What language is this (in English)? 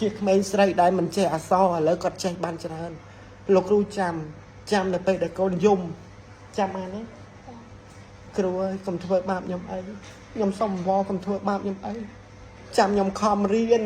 Khmer